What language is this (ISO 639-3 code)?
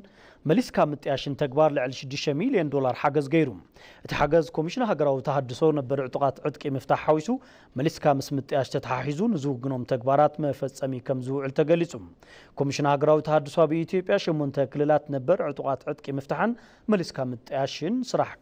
tir